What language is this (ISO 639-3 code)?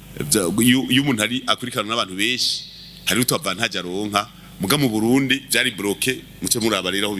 run